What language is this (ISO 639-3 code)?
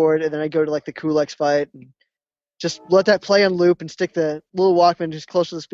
eng